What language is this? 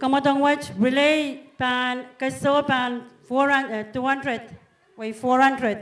Pohnpeian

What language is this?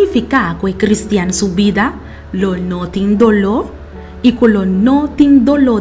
Papiamento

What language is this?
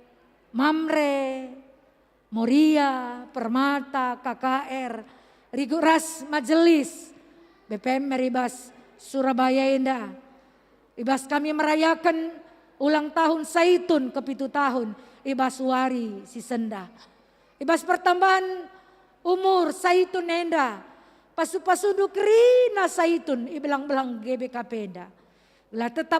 Batak Karo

